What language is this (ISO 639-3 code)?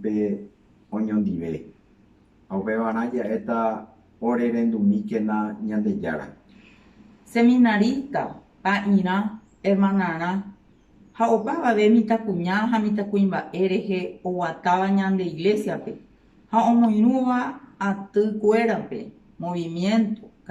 grn